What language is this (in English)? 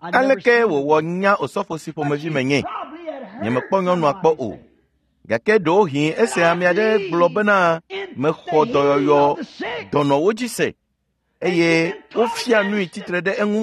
Ewe